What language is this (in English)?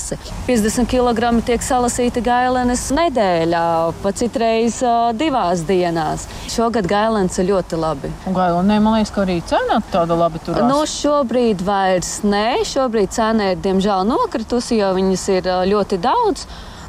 Latvian